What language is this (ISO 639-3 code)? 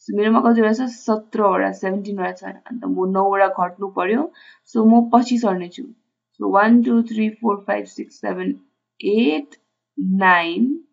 nep